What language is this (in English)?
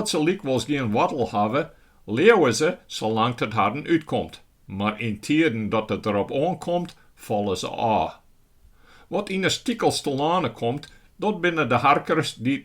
Western Frisian